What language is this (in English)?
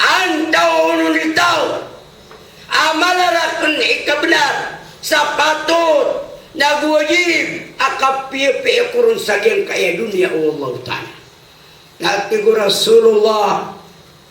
Maranao